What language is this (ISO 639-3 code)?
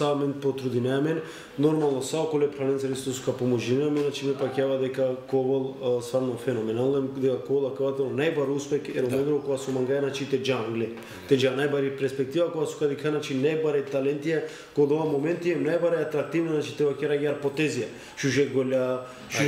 mkd